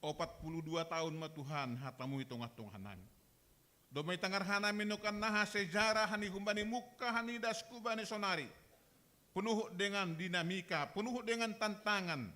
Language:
Batak Simalungun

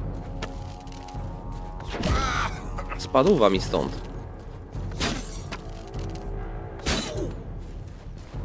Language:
Polish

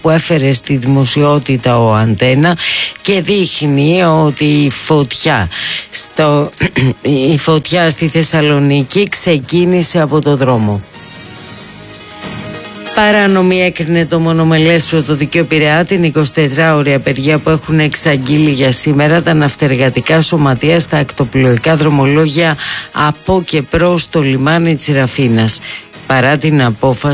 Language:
Greek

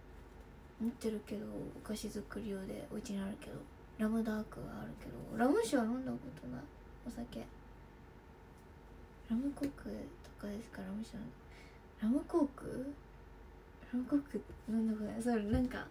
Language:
Japanese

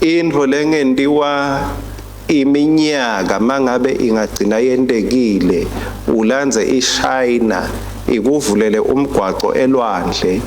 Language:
Swati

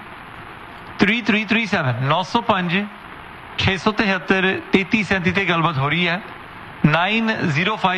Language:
Punjabi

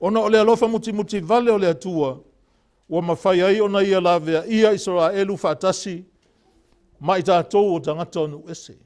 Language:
Samoan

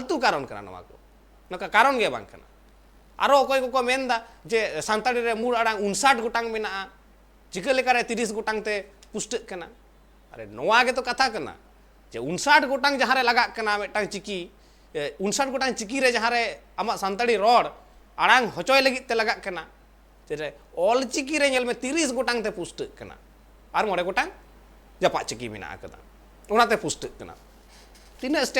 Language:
Santali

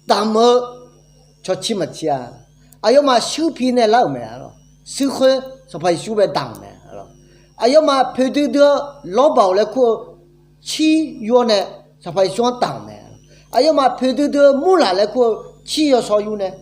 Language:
Akha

